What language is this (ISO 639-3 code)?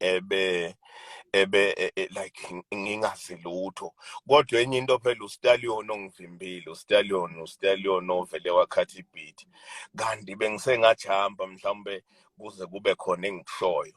zul